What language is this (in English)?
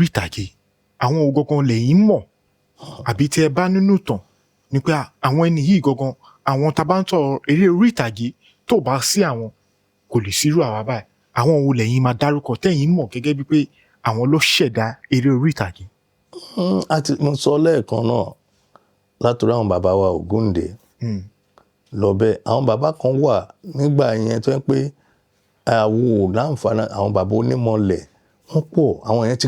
Yoruba